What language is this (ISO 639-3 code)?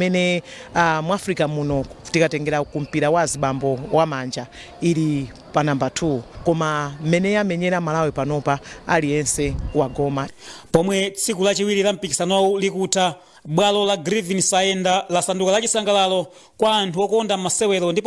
nya